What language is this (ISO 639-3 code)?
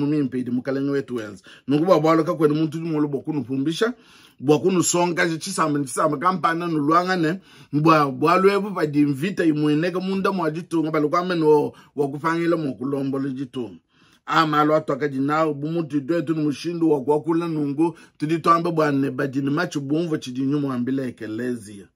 lua